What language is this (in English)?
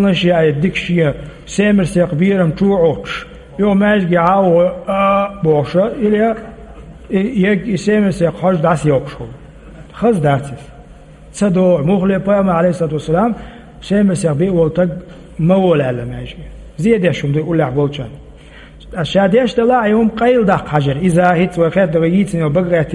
Chechen